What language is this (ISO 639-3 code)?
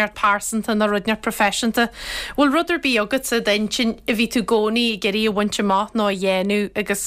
gle